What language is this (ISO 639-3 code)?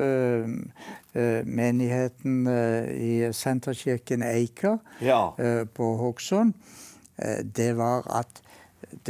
nor